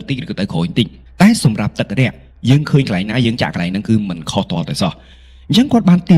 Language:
Khmer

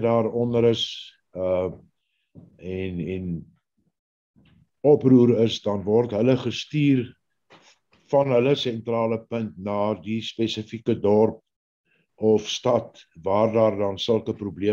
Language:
Afrikaans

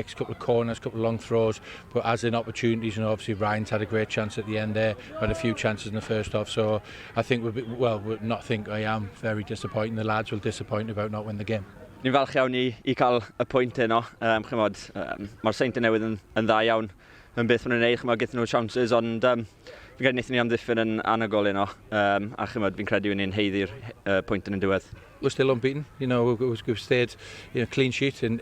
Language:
Welsh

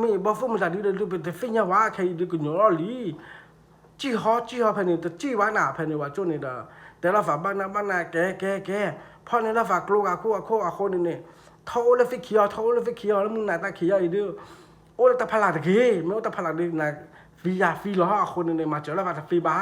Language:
S'gaw Karen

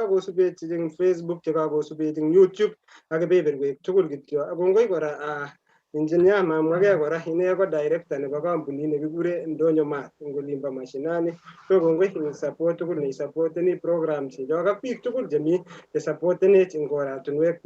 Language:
Kalenjin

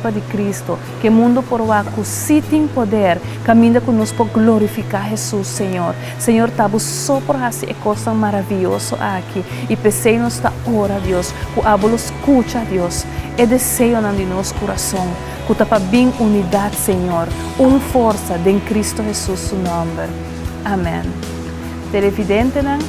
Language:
Papiamento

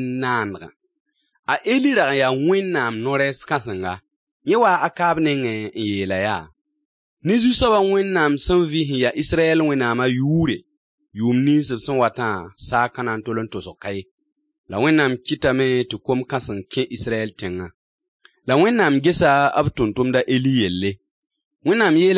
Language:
Mossi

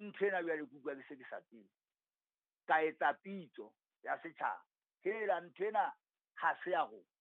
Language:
Southern Sotho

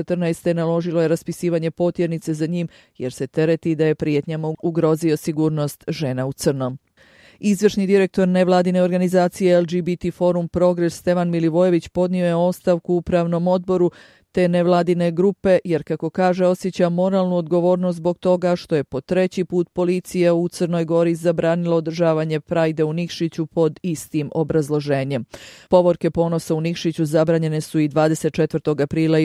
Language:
Croatian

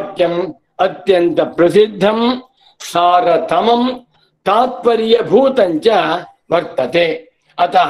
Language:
Sanskrit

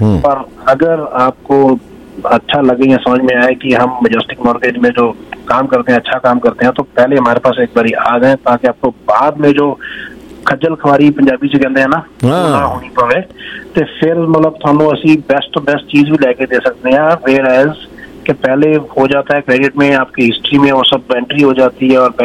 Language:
Hindi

